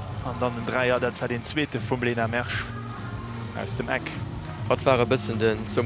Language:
Luxembourgish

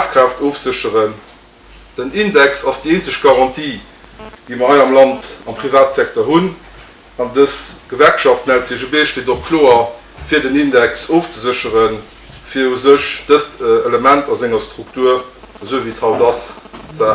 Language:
Luxembourgish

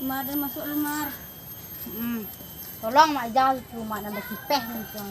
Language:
Minangkabau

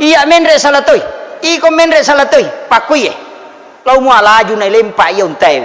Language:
Buginese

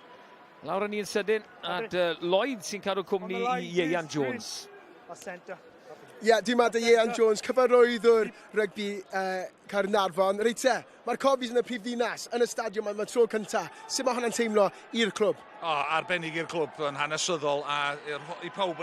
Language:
Welsh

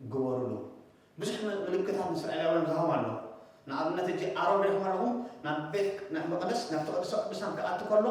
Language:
Tigrinya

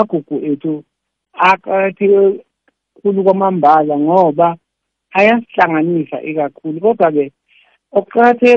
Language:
South Ndebele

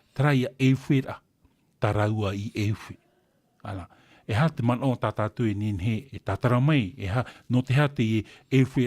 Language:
Tahitian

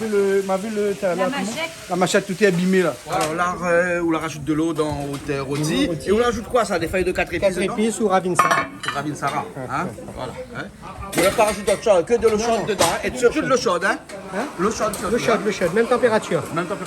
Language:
Réunion Creole French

